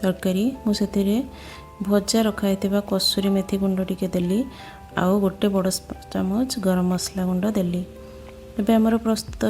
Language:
Odia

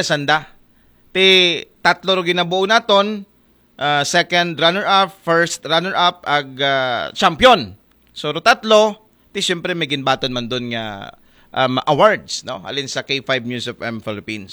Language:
Aklanon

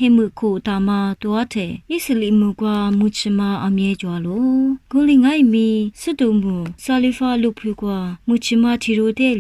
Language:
Lisu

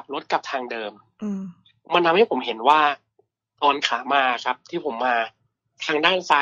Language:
Thai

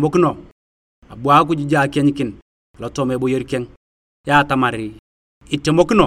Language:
Turkana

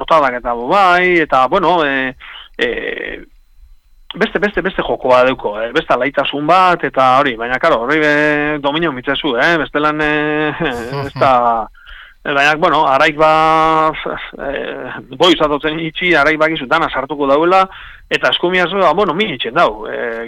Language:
Basque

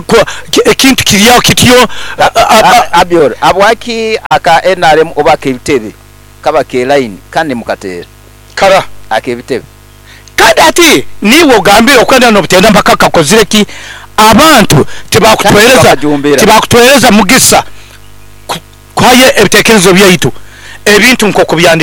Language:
Nyoro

